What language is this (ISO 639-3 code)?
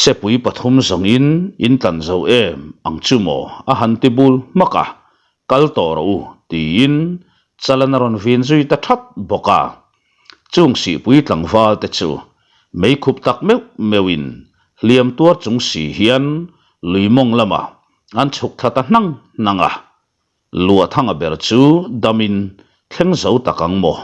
lus